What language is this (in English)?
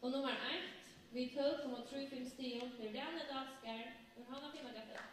Faroese